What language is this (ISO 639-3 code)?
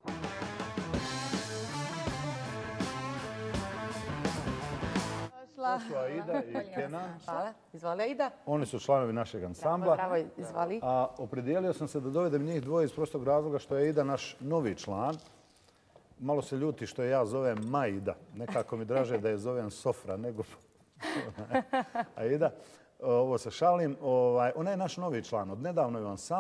bos